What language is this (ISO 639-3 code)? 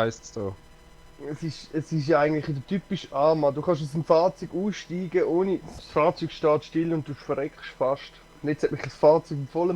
gsw